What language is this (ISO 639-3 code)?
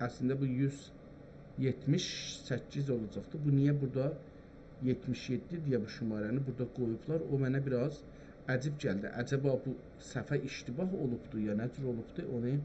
azb